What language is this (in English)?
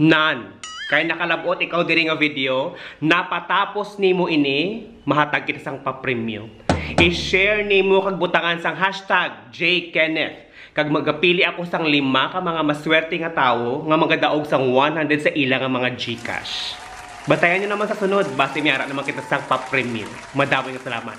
Hiligaynon